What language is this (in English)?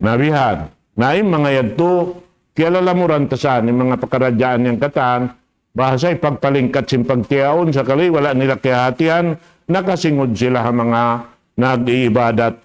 Tausug